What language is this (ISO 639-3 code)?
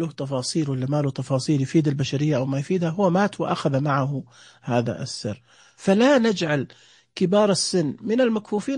ars